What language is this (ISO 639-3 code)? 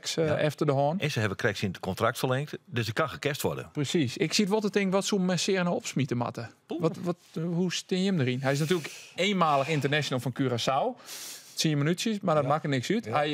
fry